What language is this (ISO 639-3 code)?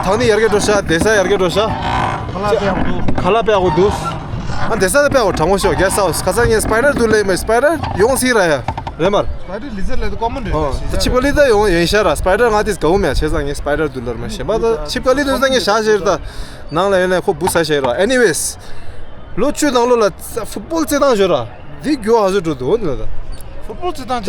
bod